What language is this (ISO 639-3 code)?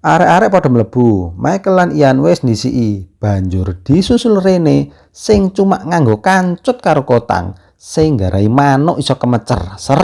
jav